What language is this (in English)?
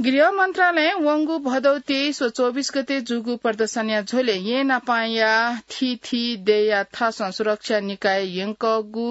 Newari